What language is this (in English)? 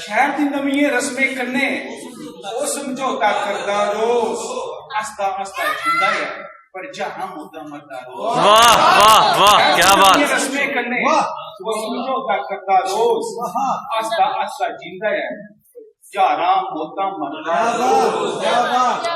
Dogri